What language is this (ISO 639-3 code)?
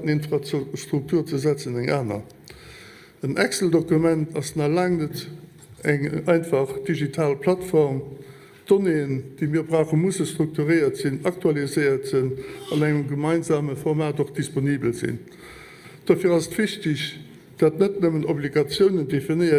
ltz